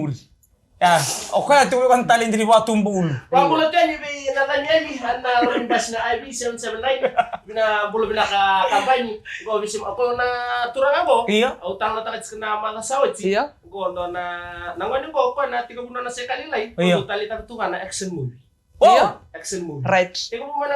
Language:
Fijian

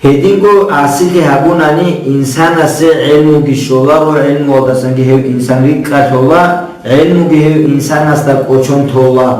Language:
Avaric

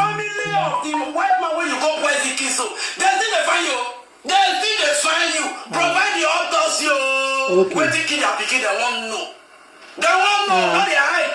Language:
Nigerian Pidgin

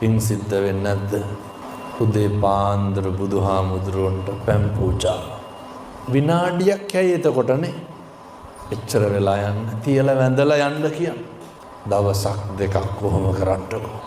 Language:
Sinhala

